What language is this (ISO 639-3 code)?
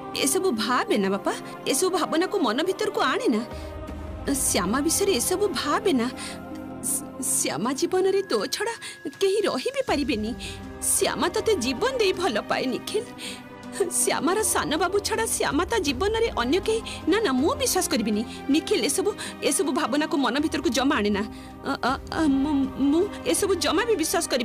ori